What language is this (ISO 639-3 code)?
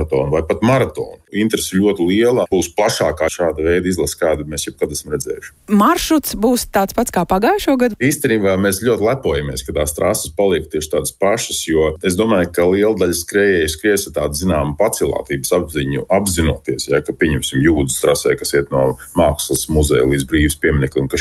lav